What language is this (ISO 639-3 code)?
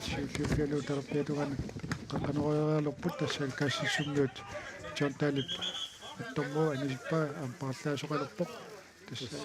kal